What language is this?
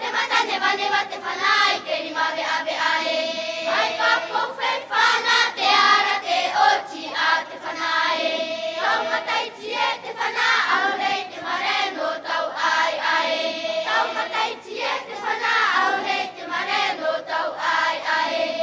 Tahitian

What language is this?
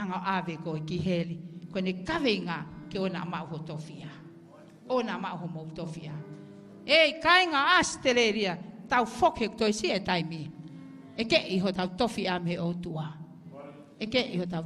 Tongan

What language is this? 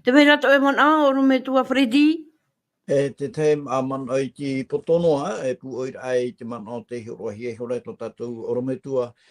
Tahitian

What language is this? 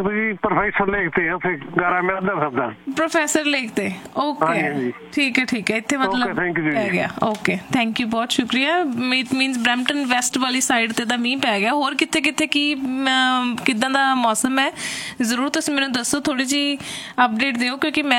Punjabi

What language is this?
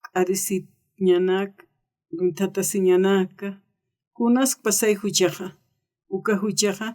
Aymara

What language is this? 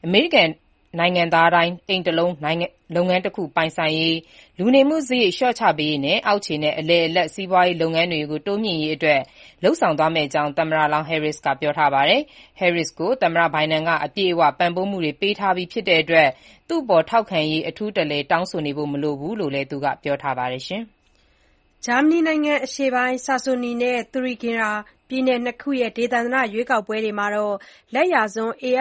Burmese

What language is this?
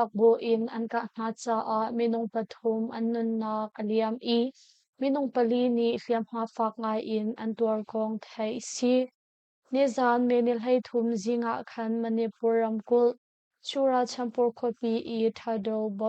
Hakha Chin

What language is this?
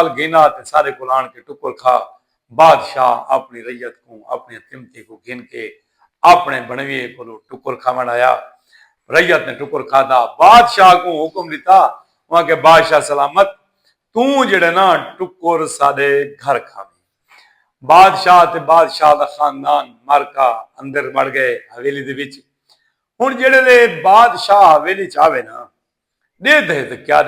Saraiki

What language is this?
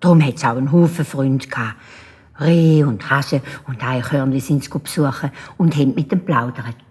Swiss German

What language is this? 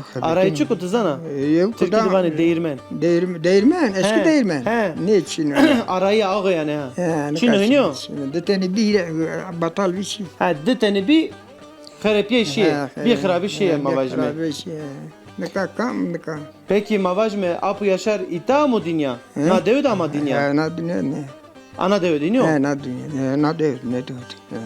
Zaza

